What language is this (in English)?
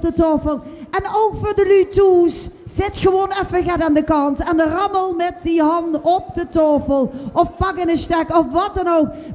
Limburgish